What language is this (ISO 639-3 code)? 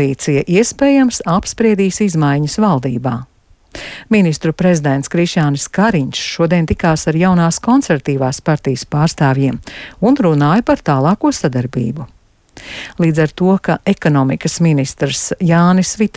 lav